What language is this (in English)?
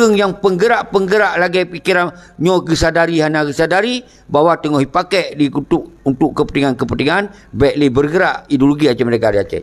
Achinese